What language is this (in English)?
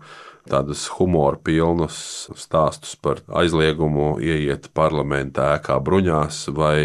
Latvian